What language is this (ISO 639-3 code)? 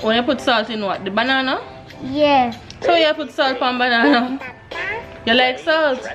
jam